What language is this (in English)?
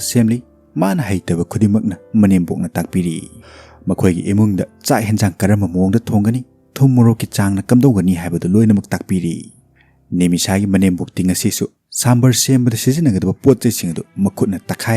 Manipuri